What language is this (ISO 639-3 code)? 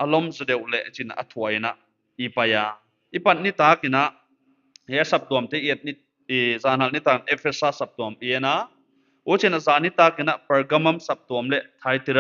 pck